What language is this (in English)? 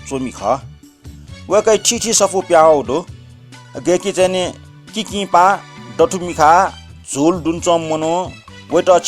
Newari